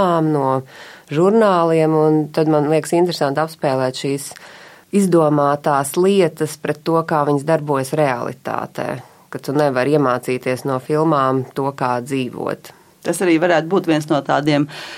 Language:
Latvian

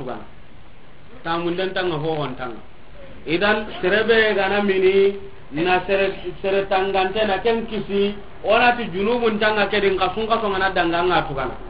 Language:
Soninke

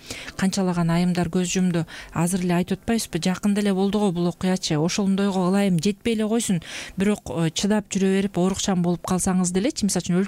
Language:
Kyrgyz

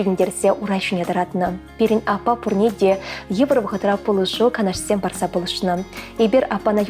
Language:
Chuvash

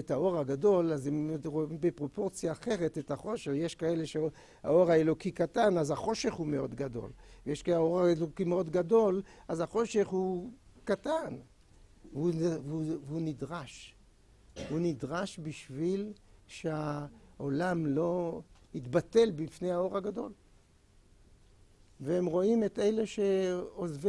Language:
Hebrew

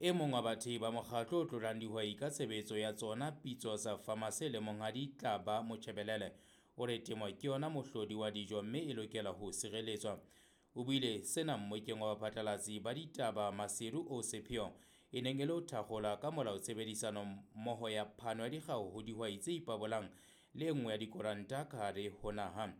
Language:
Southern Sotho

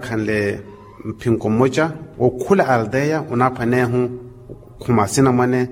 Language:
Makhuwa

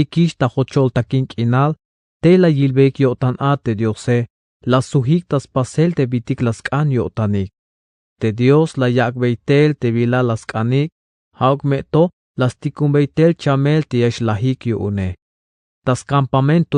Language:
Tzeltal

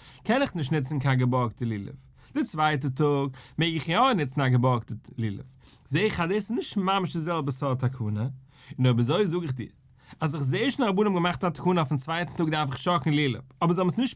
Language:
Yiddish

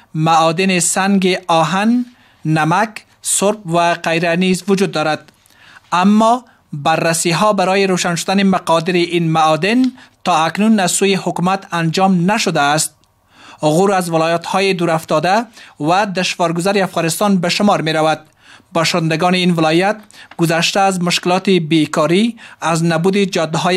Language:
Persian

